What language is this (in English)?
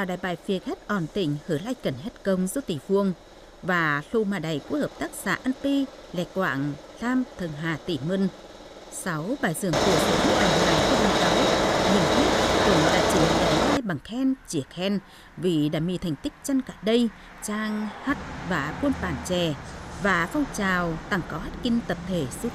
Tày